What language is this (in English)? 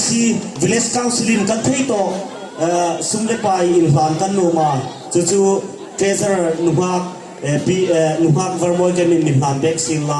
Hmar